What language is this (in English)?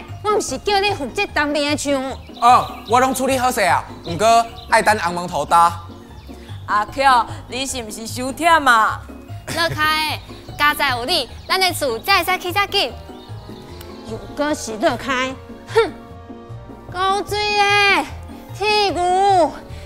Min Nan Chinese